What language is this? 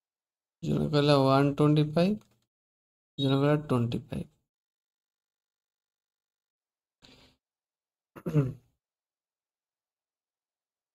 Odia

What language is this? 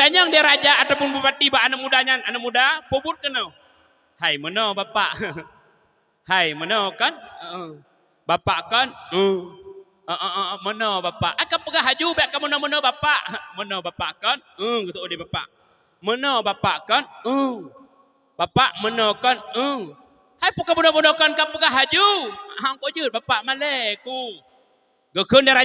Achinese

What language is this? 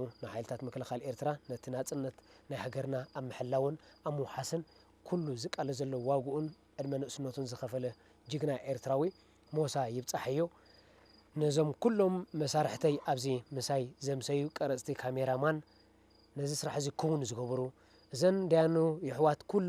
Tigrinya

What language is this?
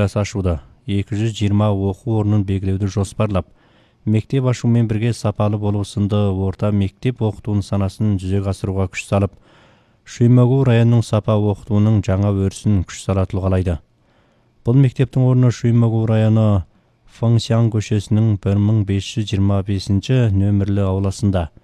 Kazakh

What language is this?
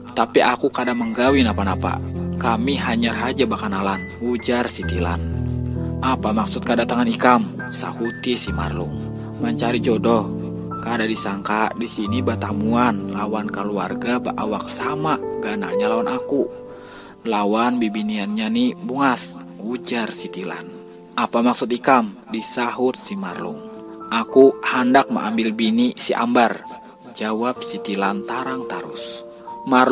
Banjar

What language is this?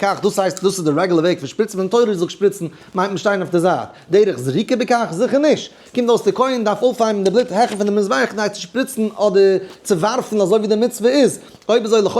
Yiddish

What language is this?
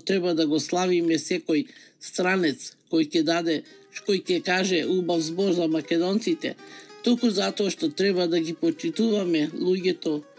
Macedonian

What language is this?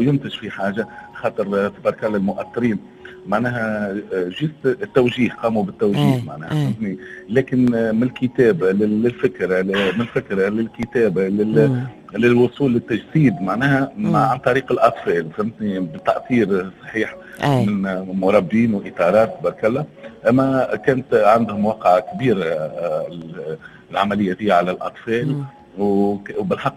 Tunisian Arabic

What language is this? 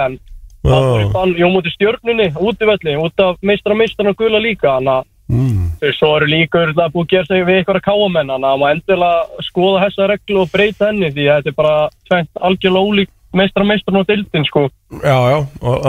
Icelandic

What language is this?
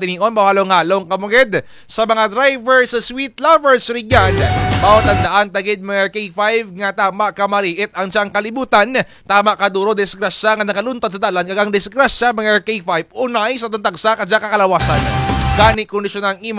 Kinaray-a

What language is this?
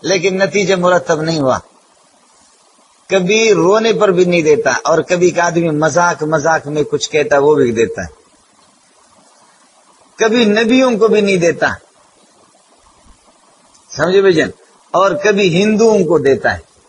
Urdu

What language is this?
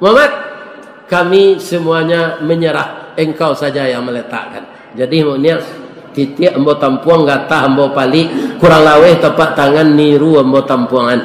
Minangkabau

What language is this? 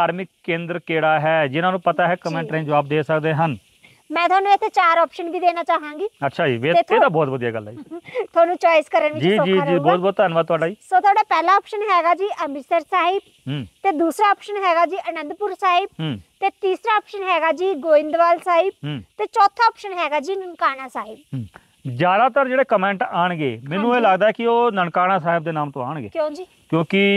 Punjabi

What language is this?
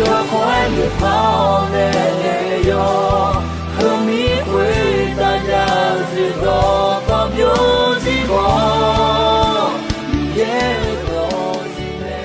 Akha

